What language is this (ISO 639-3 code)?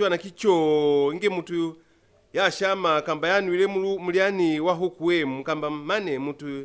loz